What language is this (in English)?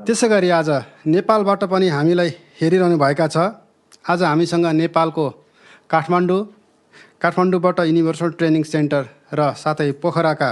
Nepali